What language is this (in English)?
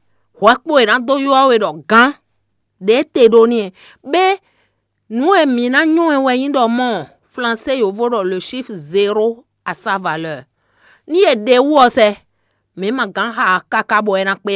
Fon